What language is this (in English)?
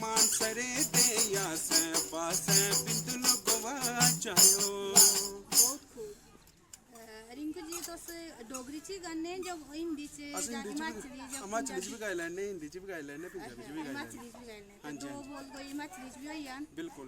Dogri